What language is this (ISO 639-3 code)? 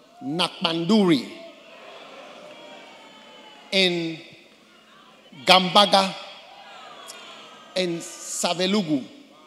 eng